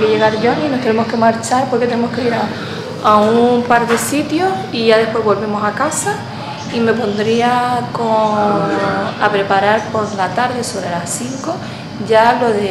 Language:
Spanish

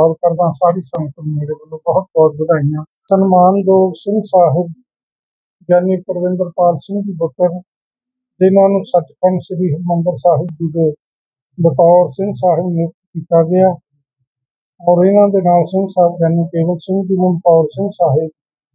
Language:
Punjabi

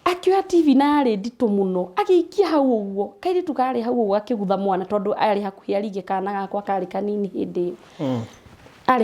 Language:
Kikuyu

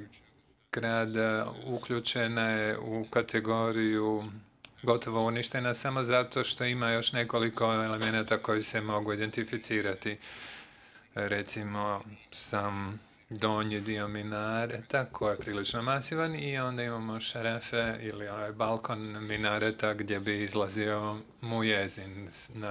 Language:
Bosnian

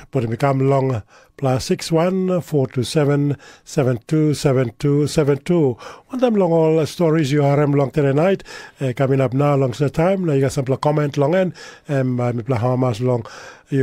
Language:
Tok Pisin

